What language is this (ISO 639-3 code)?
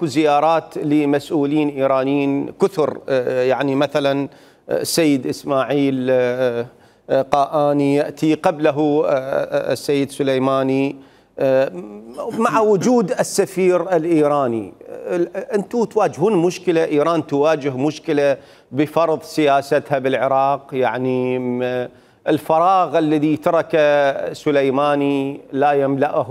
acm